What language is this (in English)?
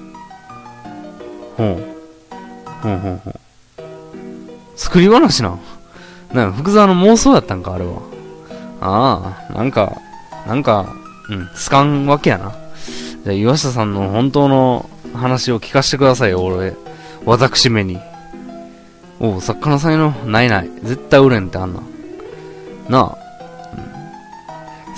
Japanese